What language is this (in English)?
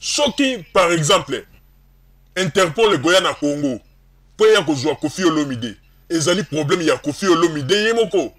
Lingala